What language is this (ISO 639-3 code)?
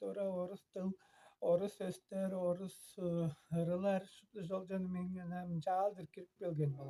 tyv